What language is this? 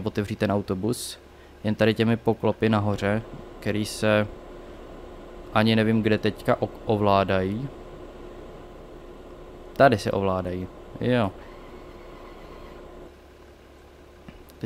Czech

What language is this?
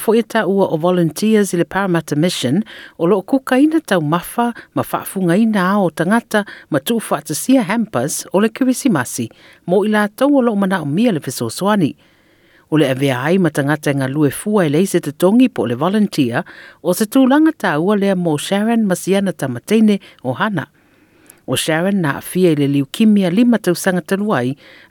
Samoan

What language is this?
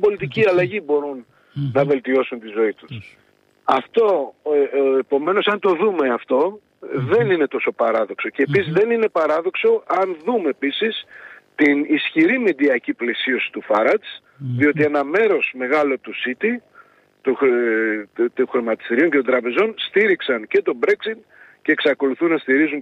Greek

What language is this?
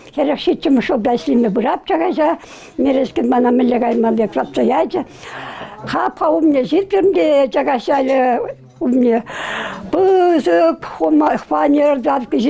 Chuvash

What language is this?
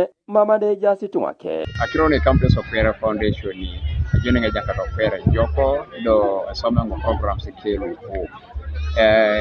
Teso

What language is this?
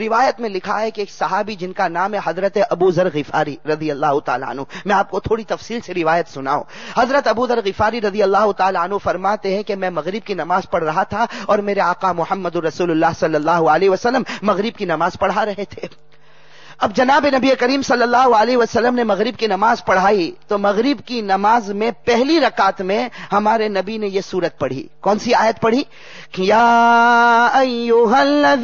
Urdu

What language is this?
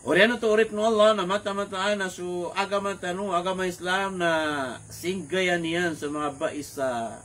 Maranao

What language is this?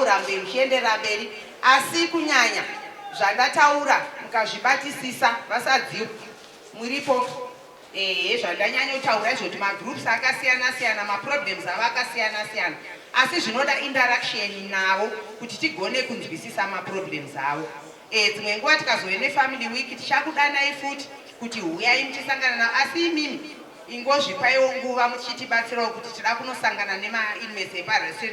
Shona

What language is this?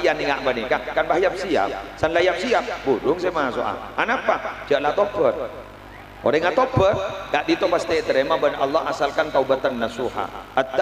Madurese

